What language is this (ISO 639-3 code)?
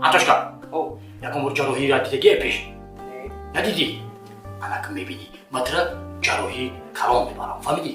tgk